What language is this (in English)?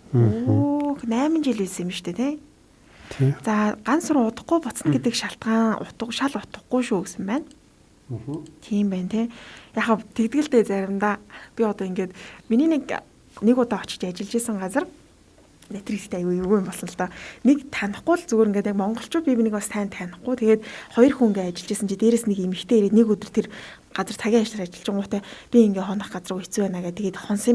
Mongolian